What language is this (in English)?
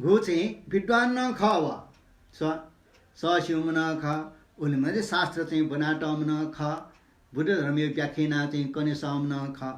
Newari